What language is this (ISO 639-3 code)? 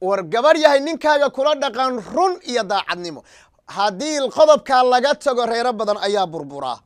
som